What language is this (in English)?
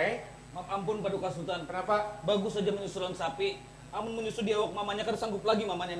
Banjar